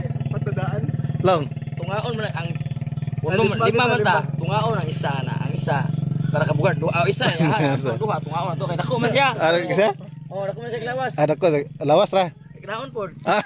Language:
Cebuano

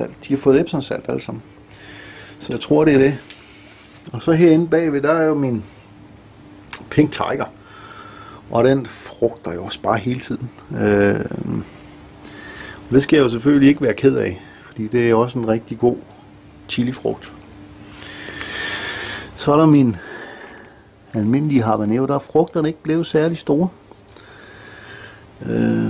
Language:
Danish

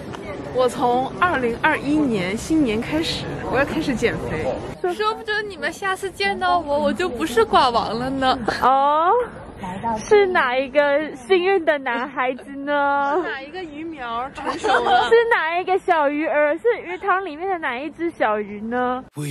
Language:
Chinese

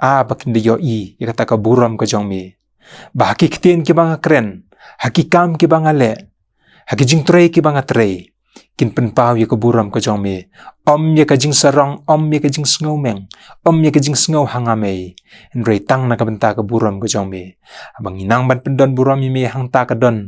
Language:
Khasi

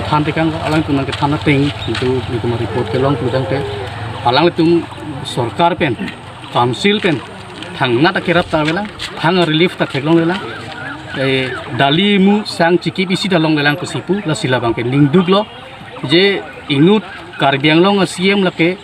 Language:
Karbi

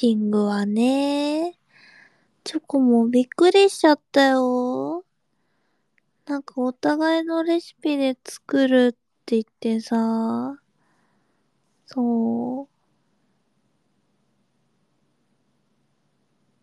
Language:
Japanese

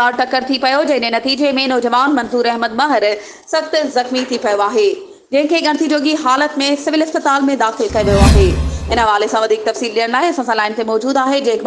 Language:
Sindhi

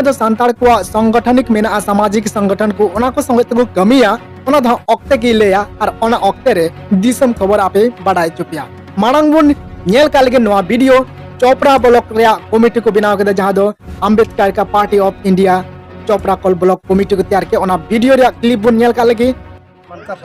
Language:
Santali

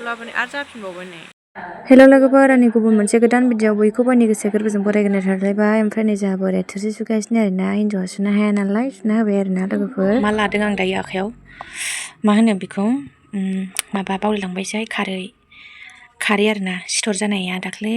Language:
Bodo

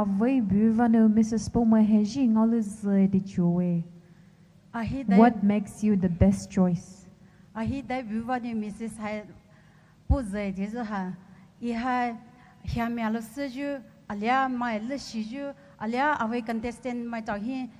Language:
Poumei Naga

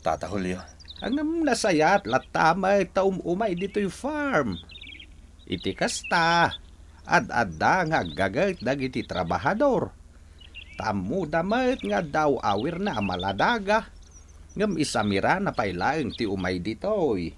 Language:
Iloko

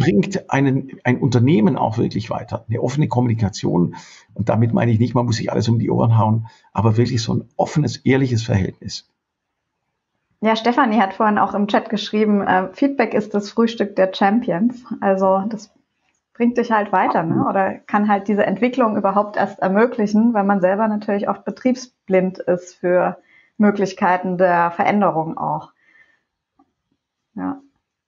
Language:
German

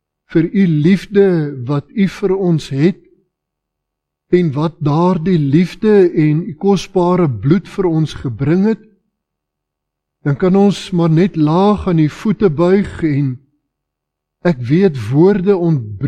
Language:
Afrikaans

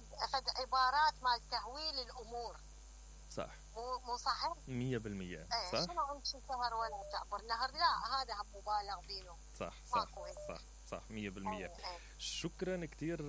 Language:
Mesopotamian Arabic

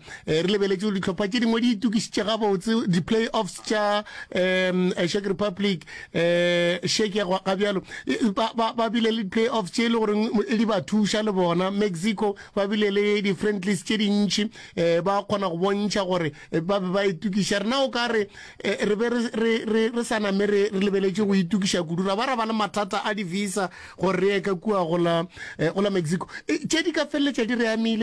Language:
Northern Sotho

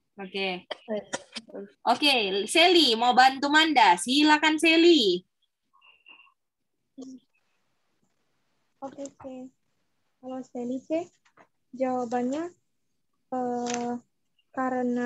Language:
Indonesian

